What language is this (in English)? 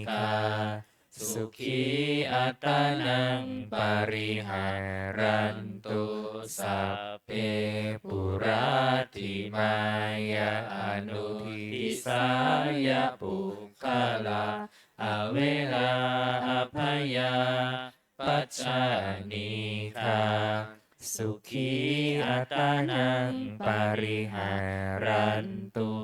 Pali